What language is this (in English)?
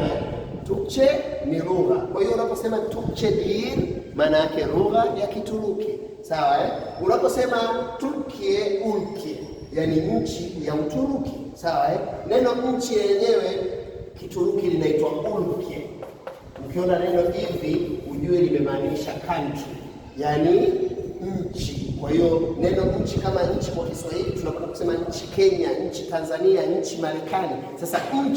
Swahili